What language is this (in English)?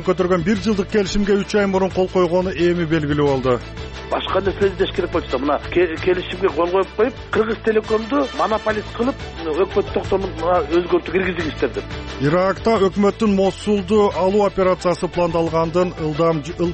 Kyrgyz